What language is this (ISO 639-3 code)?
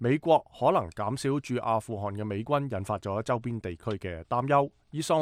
yue